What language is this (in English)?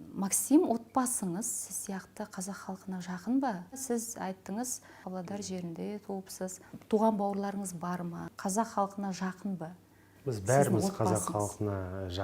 Kazakh